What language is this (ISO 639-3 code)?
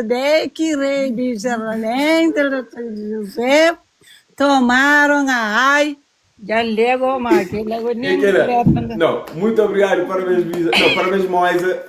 kea